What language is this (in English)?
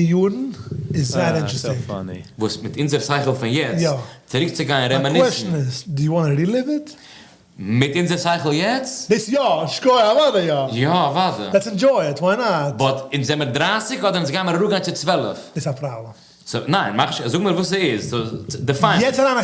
Yiddish